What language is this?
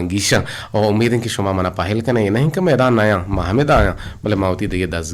Eastern Balochi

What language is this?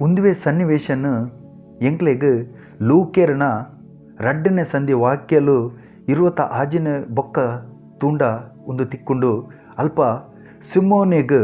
Tulu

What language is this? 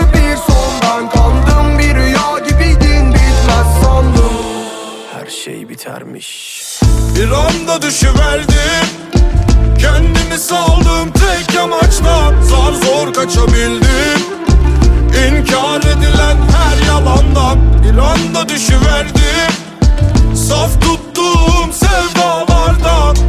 Turkish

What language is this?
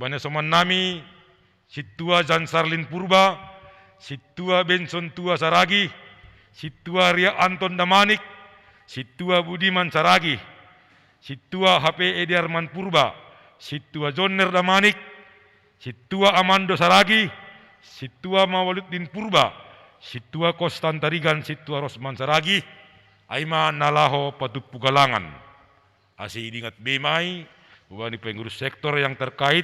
Batak Simalungun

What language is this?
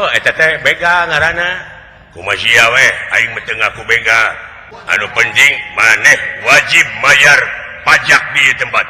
Sundanese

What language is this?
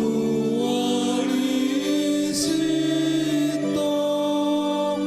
Batak Toba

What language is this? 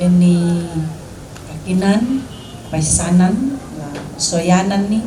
Toraja-Sa'dan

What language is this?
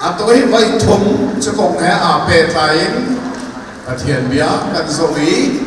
Hakha Chin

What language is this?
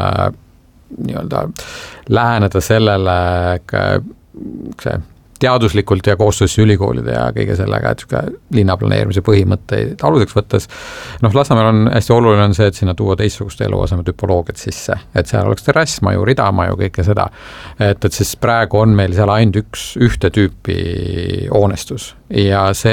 Estonian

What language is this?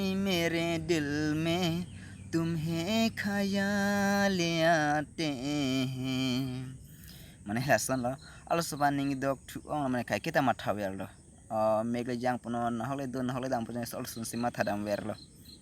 Karbi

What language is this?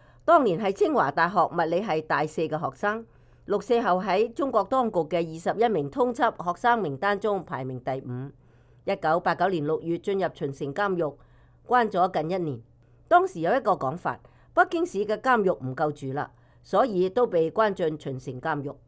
Cantonese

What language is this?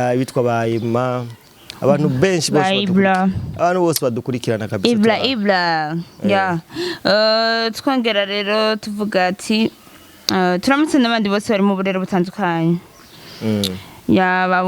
Rundi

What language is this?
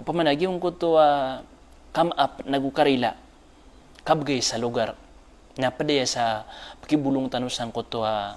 Maranao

